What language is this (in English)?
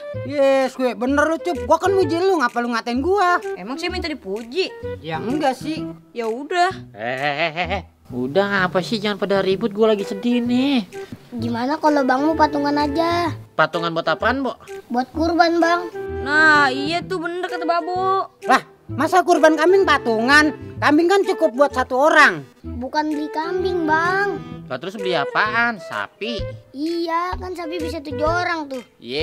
Betawi